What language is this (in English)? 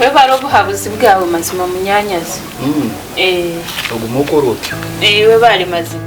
Nyankole